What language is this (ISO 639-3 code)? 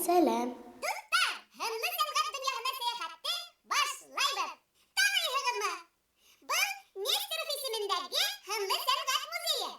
bak